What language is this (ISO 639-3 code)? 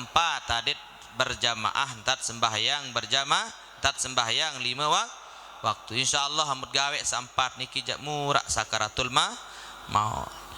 sas